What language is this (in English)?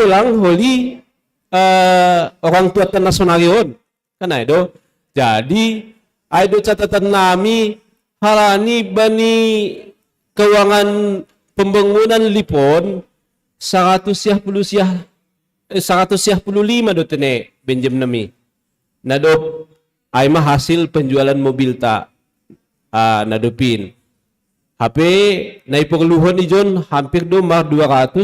Batak Simalungun